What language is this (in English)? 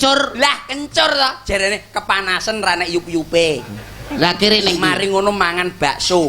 Javanese